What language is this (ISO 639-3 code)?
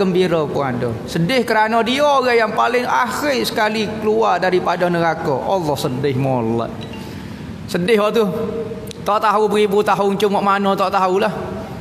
msa